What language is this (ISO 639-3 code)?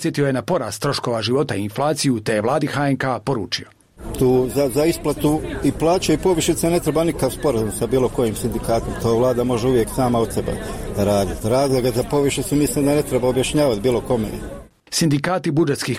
bos